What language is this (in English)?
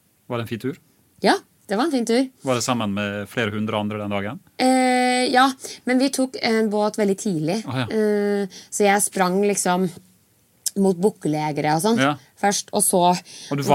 Norwegian